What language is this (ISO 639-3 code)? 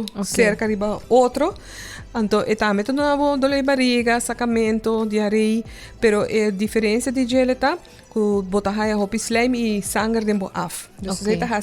pap